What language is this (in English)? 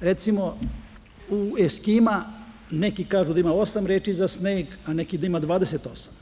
Serbian